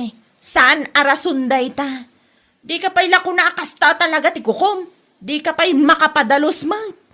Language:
Iloko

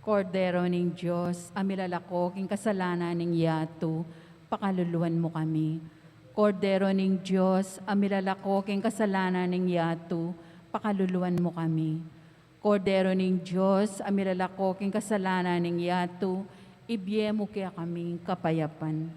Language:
Pampanga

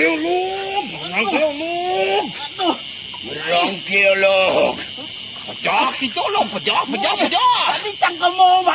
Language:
Balinese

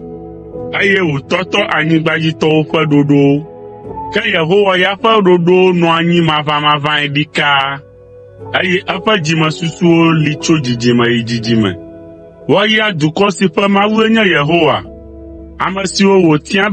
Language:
Ewe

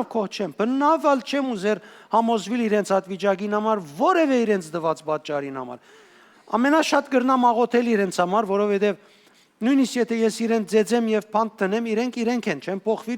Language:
Western Armenian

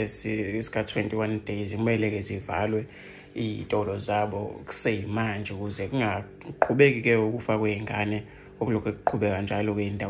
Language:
Zulu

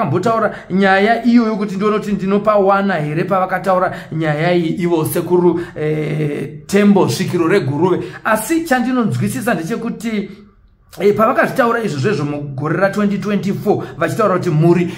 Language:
Shona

